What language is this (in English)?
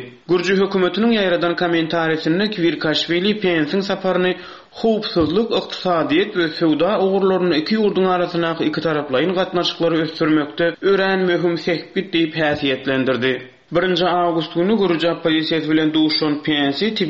Turkmen